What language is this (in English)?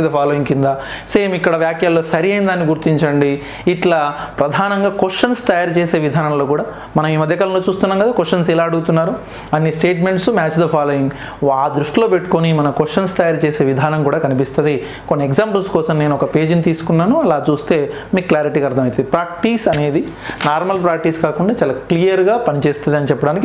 Telugu